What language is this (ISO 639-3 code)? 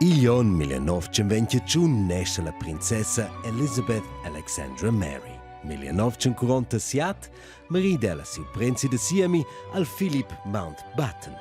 roh